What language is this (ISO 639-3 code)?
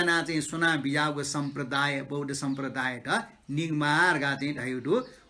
new